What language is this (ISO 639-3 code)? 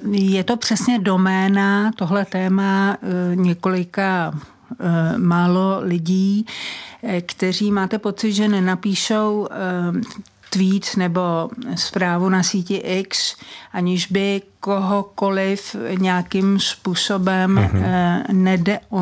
ces